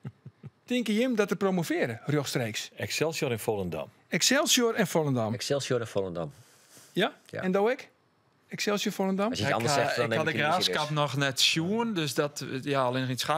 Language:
Western Frisian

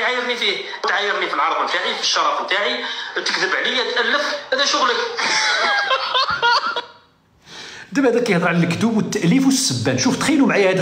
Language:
Moroccan Arabic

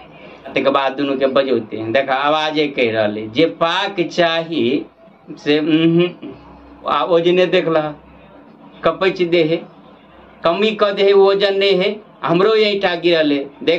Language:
Maithili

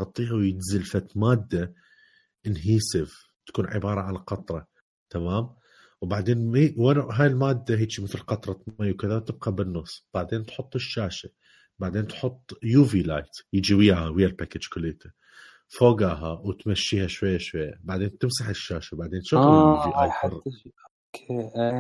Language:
Mesopotamian Arabic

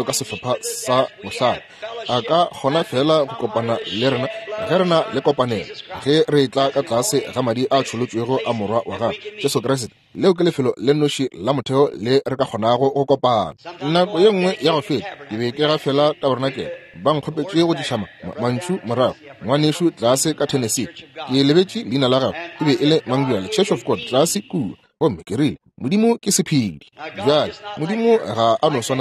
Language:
Northern Sotho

